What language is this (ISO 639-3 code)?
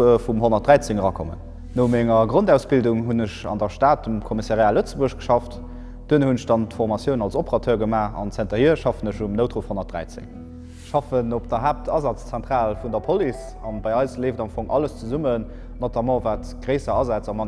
ltz